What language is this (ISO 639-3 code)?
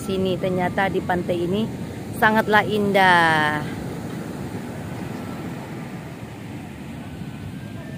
ind